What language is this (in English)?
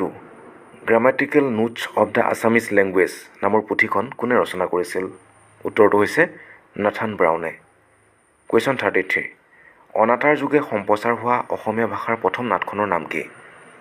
Assamese